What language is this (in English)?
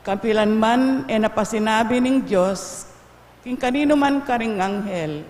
Pampanga